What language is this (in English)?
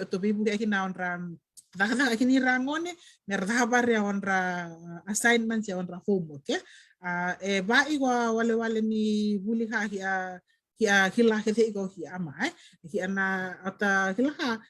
Fijian